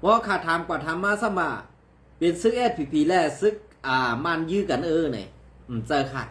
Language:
Shan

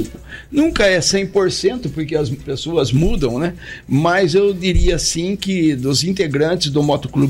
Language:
Portuguese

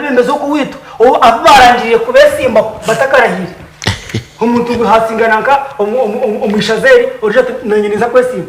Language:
Nyankole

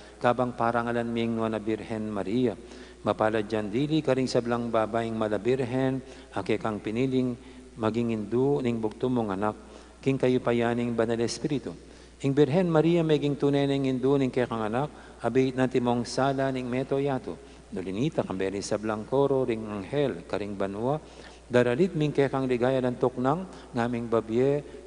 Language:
Pampanga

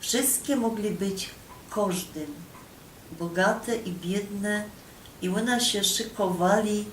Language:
Silesian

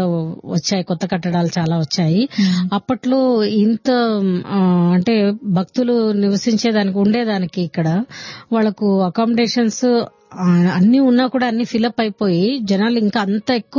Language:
Telugu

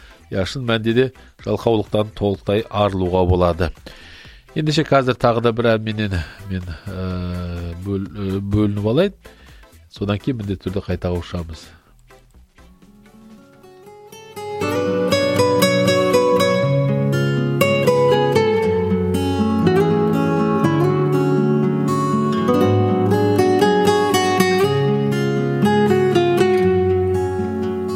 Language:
Kazakh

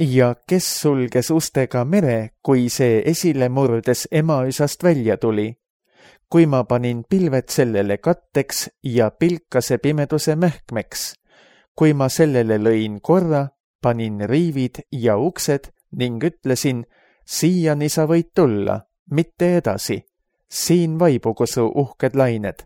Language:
Estonian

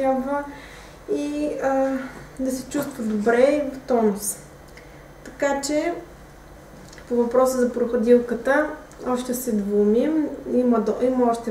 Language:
Bulgarian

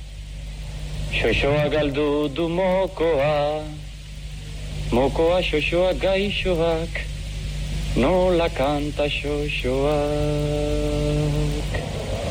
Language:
Basque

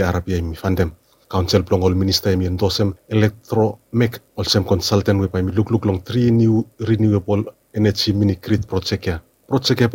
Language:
Bislama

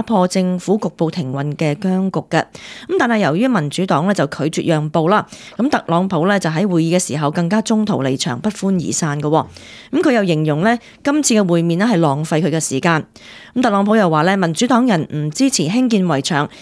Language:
Cantonese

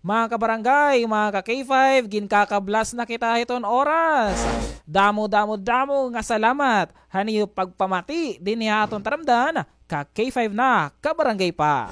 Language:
Waray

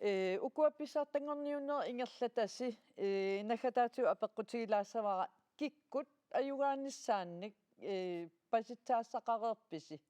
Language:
Kalaallisut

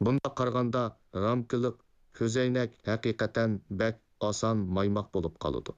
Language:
Uyghur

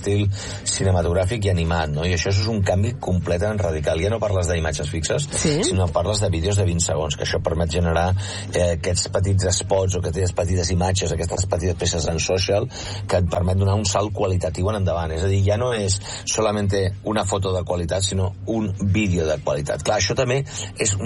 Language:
Catalan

